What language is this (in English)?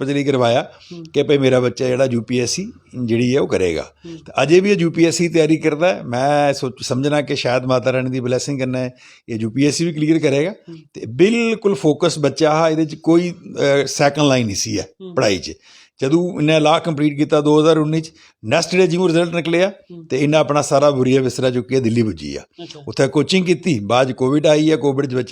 Dogri